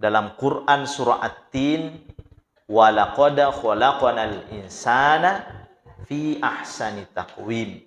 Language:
Buginese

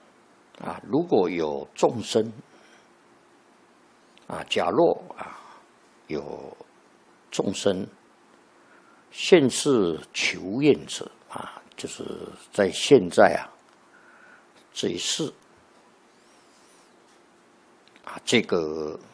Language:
Chinese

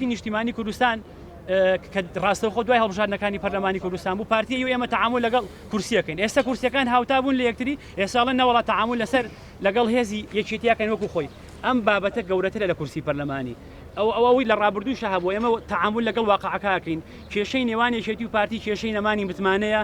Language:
Central Kurdish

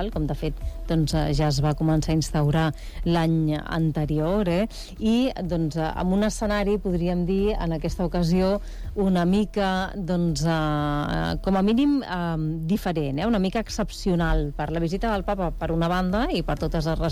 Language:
Catalan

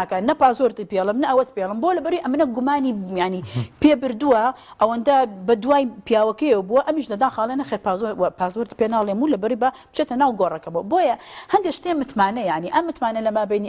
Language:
Central Kurdish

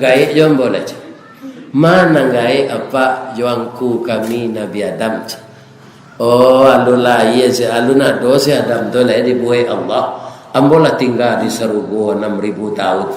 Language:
Minangkabau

